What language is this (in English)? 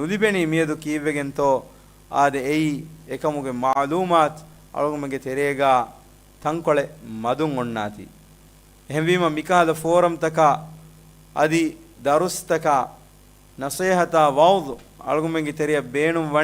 Divehi